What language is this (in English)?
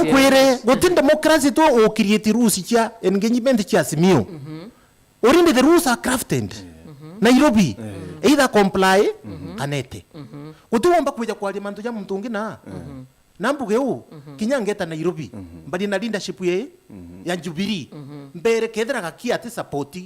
Meru